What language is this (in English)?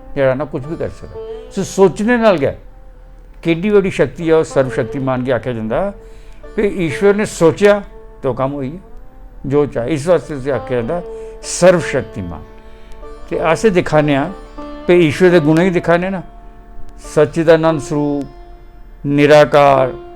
Dogri